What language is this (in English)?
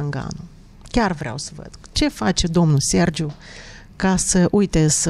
Romanian